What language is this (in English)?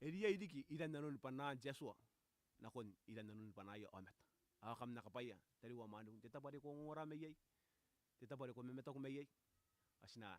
Gilbertese